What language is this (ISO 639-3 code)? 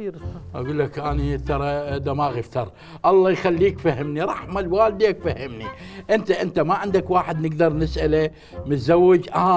acm